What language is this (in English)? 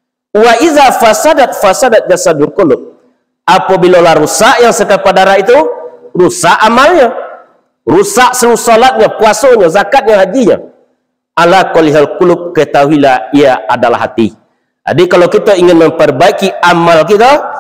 Minangkabau